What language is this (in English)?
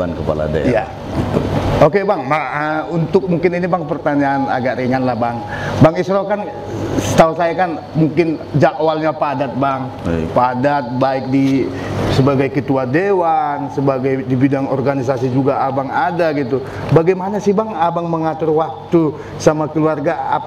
Indonesian